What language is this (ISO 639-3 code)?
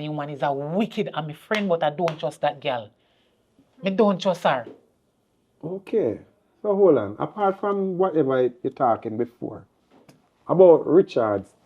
jam